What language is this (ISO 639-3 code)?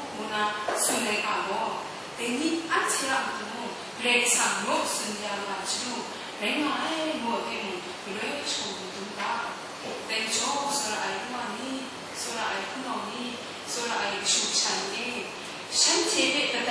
kac